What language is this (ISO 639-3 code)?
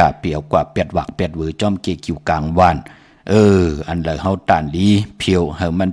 shn